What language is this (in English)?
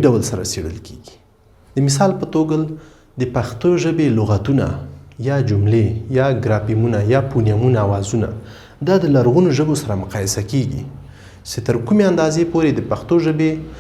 Pashto